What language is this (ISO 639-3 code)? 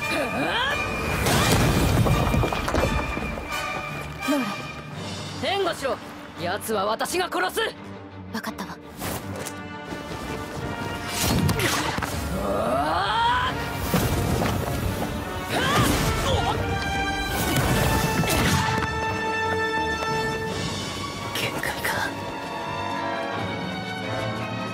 jpn